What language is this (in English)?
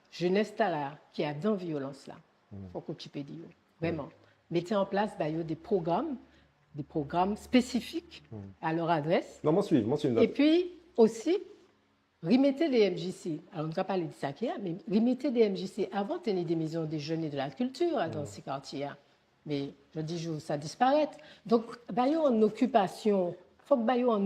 Guadeloupean Creole French